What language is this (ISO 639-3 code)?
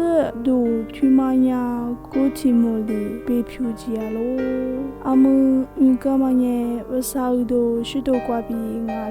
lis